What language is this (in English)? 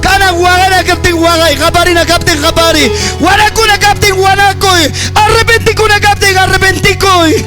Ayacucho Quechua